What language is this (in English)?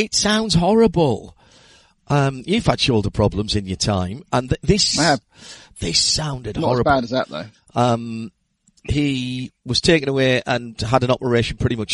English